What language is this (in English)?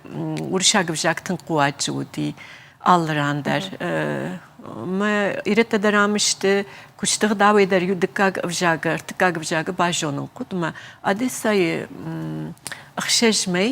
Ossetic